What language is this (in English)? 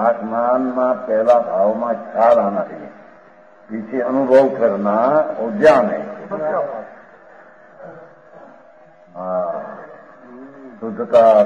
Gujarati